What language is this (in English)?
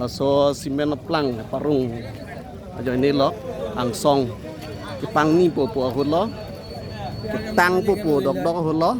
Karbi